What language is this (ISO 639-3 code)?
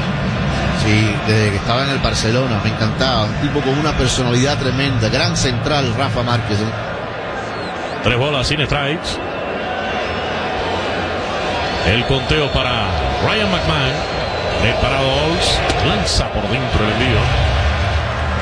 spa